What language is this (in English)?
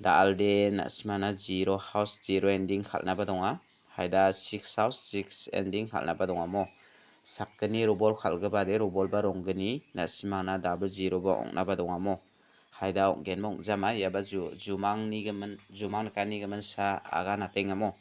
Garo